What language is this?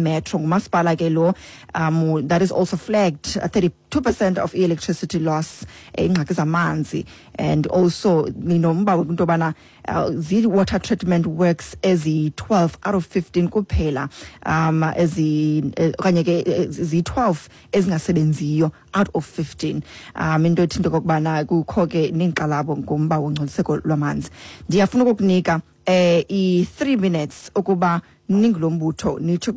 Xhosa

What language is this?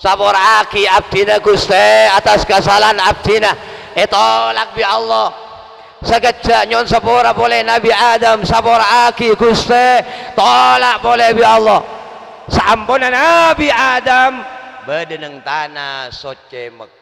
Madurese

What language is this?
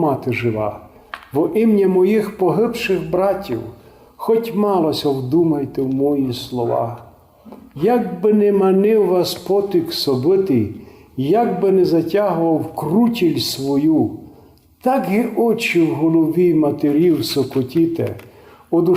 Rusyn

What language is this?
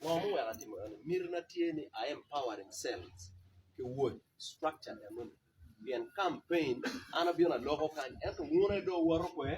Acoli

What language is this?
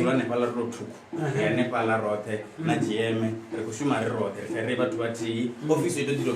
Venda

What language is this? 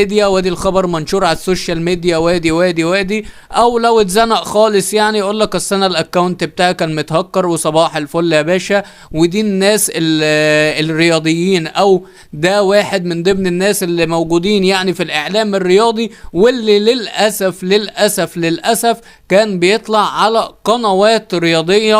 Egyptian Arabic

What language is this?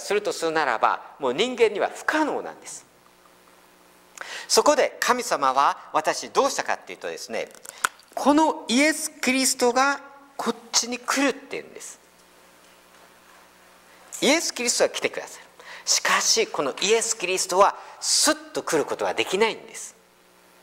Japanese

